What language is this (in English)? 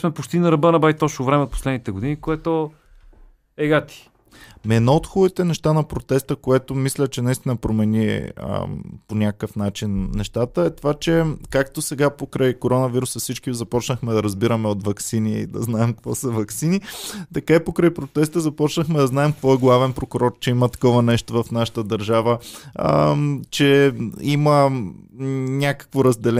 Bulgarian